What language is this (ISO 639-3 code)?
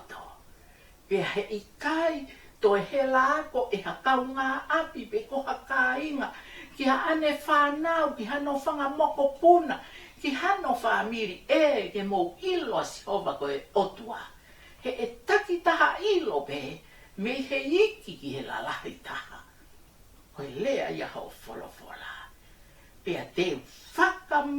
ton